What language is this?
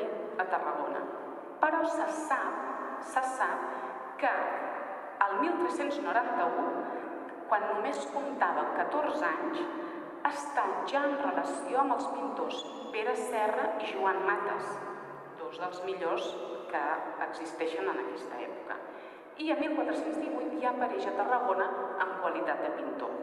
Catalan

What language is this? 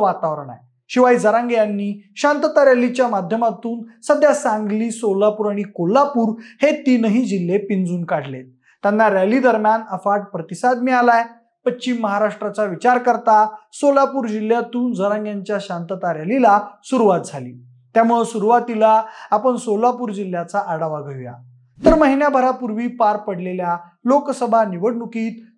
Marathi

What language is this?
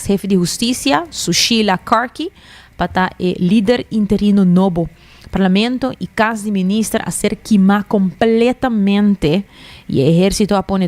Papiamento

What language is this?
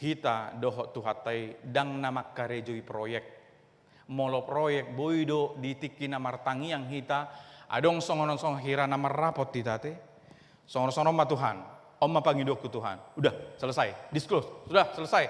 Batak Toba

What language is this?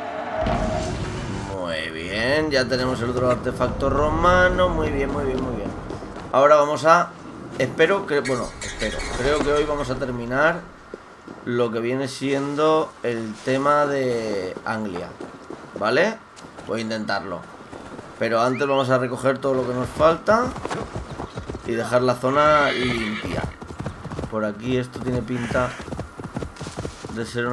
Spanish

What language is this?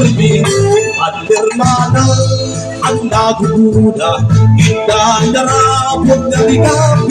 Waray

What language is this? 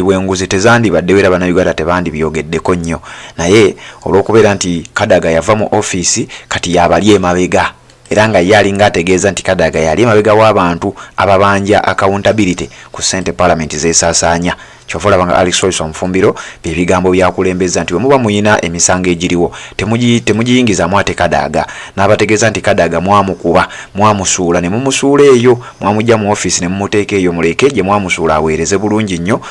Ganda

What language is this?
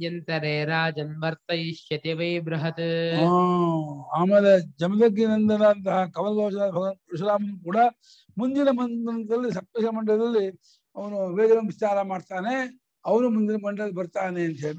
Kannada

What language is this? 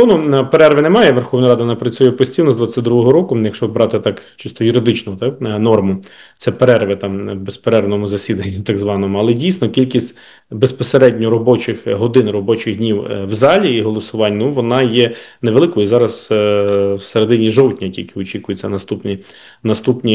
Ukrainian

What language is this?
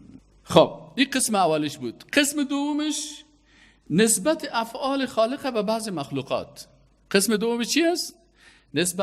Persian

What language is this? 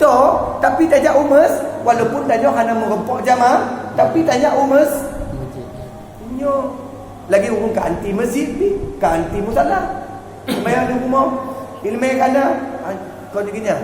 Achinese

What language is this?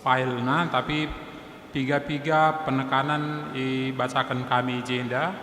Batak Karo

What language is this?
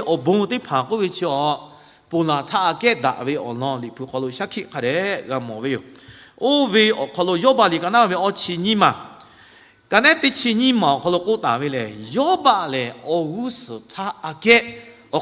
Lahu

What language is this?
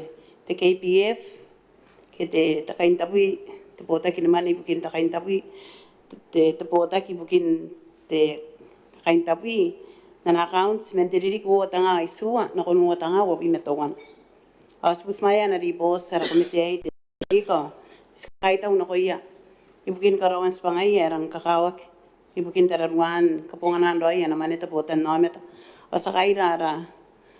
Gilbertese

